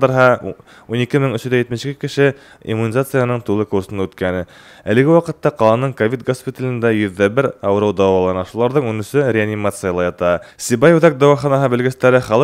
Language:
Bashkir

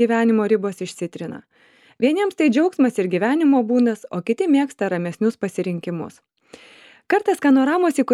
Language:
Lithuanian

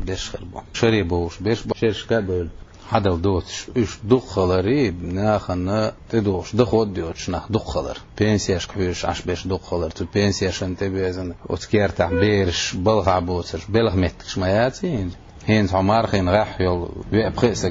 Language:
Chechen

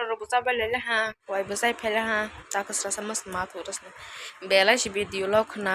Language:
Kok Borok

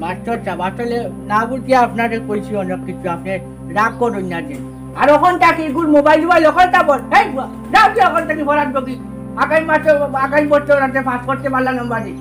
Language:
Sylheti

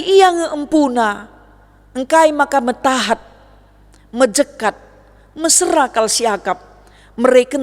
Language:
Batak Karo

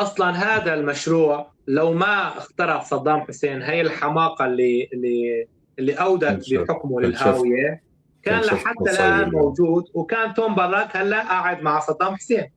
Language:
North Levantine Arabic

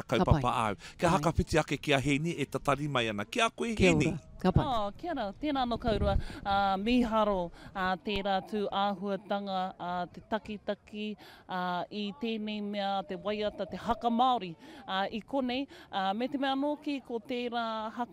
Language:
Māori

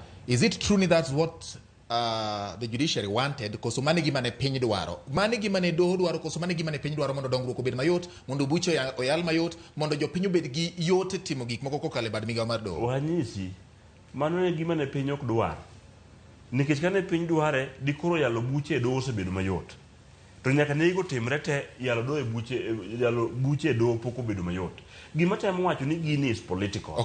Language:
Luo (Kenya and Tanzania)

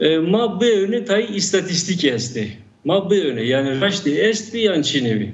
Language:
Zaza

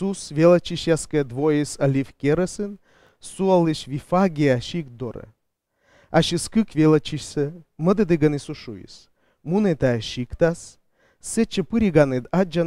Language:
Komi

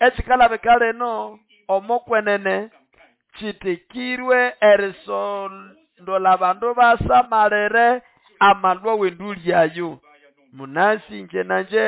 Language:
Nande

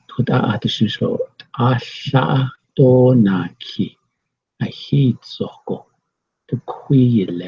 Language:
Navajo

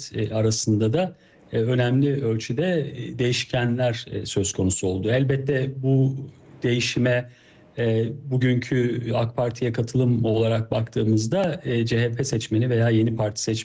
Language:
Turkish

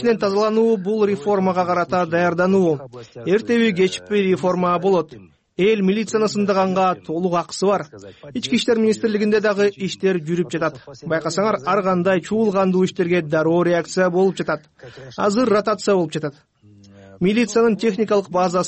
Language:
Kyrgyz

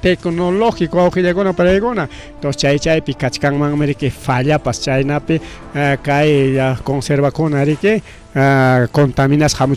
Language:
Ayacucho Quechua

